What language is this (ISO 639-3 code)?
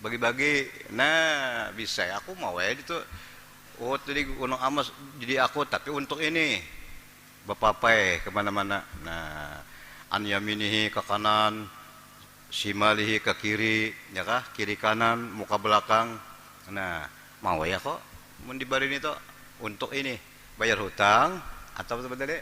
bjn